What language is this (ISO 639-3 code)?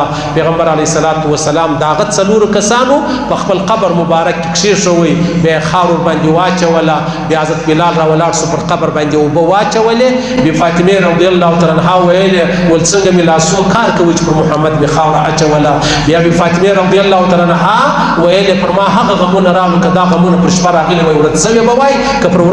pus